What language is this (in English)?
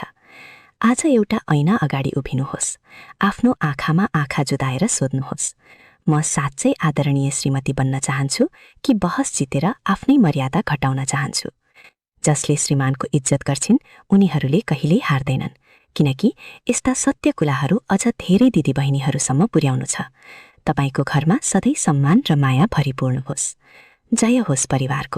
Nepali